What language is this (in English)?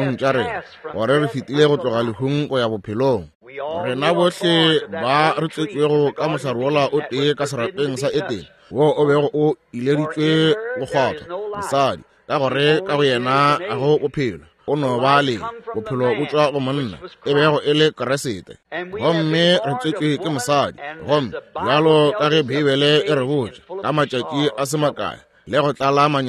Northern Sotho